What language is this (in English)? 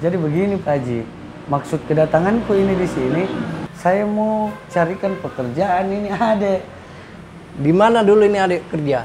Makassar Malay